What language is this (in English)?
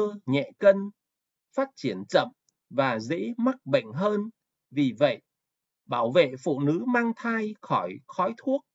Vietnamese